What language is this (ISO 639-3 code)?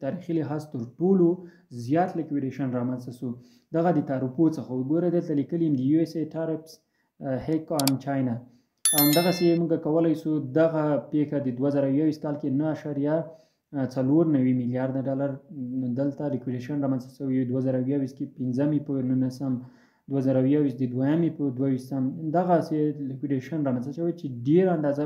pus